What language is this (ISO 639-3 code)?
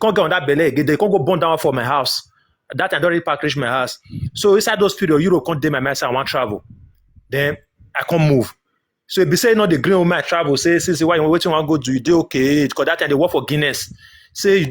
pcm